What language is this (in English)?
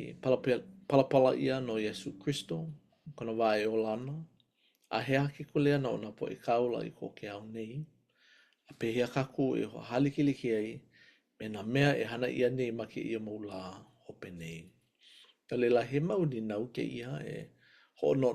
Hawaiian